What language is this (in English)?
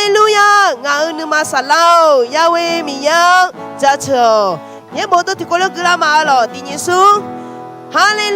Akha